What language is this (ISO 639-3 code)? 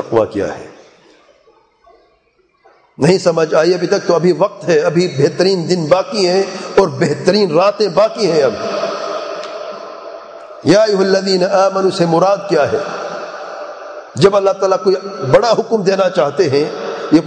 urd